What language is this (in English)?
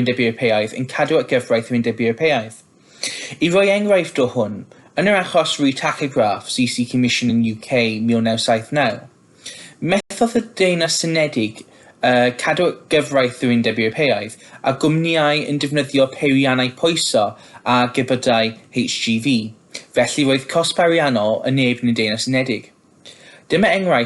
Welsh